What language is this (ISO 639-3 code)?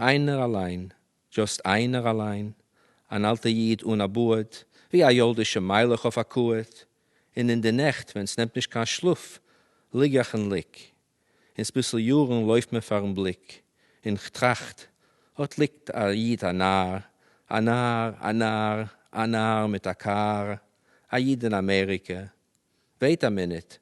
yid